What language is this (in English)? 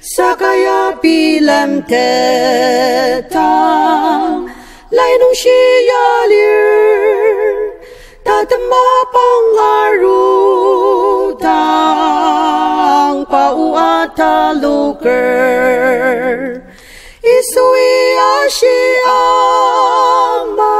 Ao Naga